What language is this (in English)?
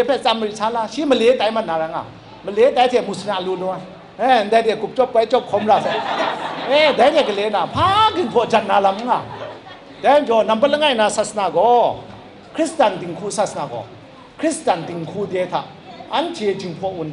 Kachin